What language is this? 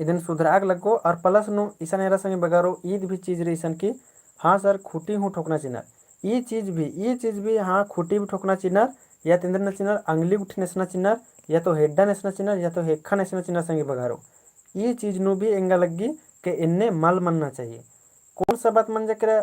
Kurukh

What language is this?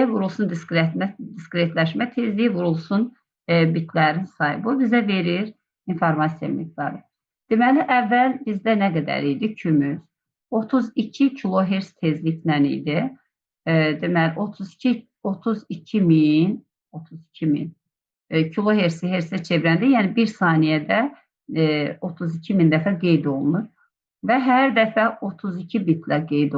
Azerbaijani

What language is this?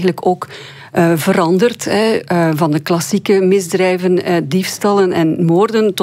Dutch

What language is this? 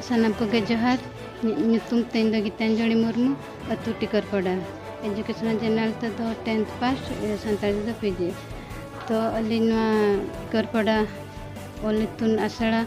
Santali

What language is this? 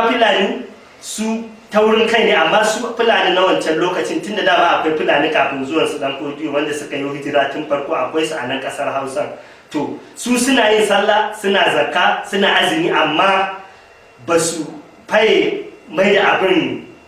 Hausa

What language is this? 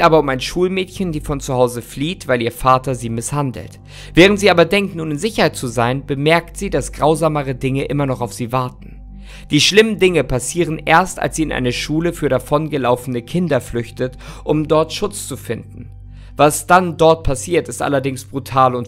German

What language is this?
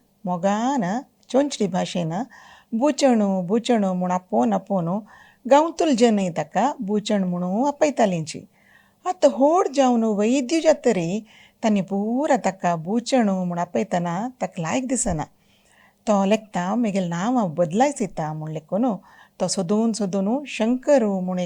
Konkani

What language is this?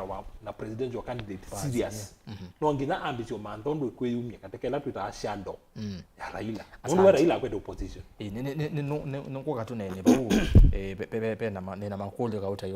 Kamba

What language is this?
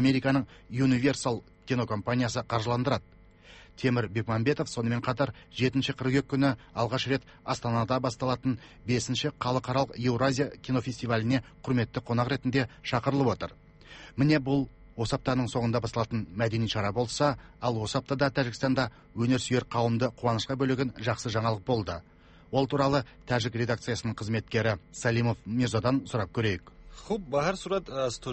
Kazakh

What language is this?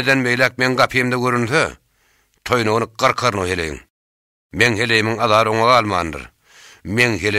Turkmen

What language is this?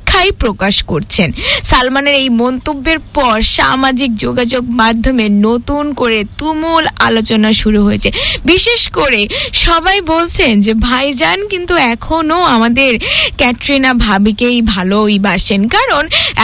Bangla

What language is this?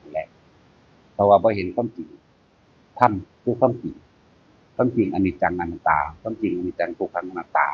Northeastern Thai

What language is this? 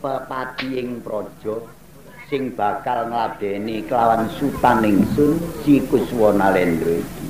Javanese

